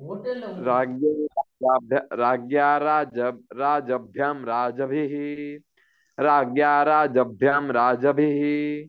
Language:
Sanskrit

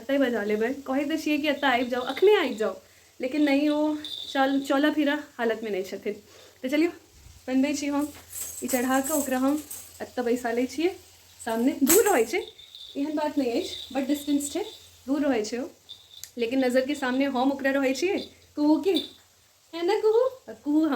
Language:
Maithili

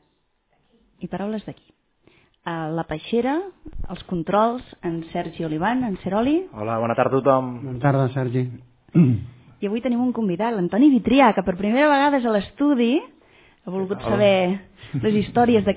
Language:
Catalan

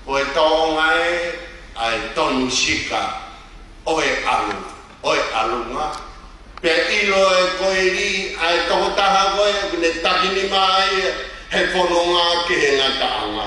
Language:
Tongan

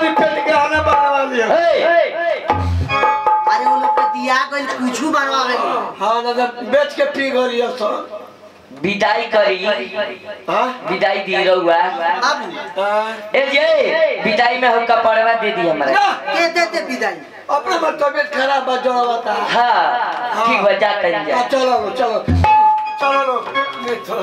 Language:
Bhojpuri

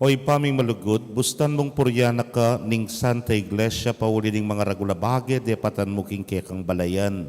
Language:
Pampanga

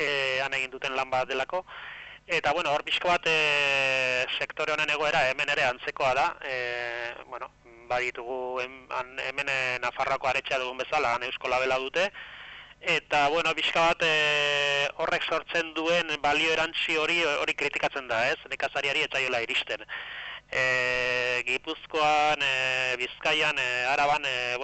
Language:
Basque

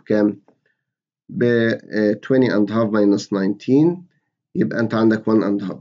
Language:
Egyptian Arabic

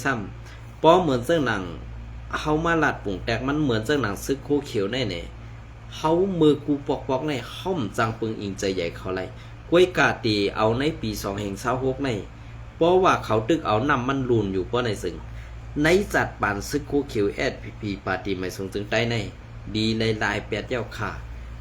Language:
Shan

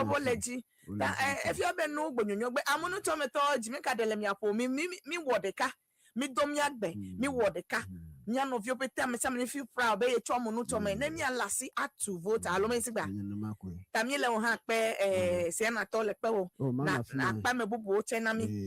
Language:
Ewe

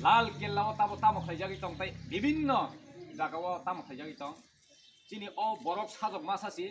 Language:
Kok Borok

